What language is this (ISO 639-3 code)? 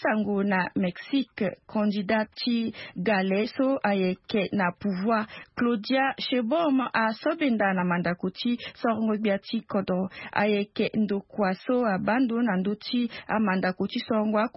sag